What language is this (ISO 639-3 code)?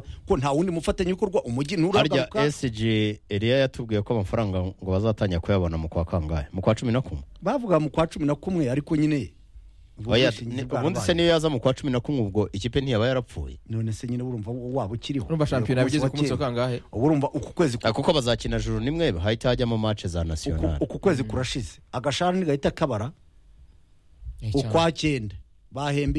kin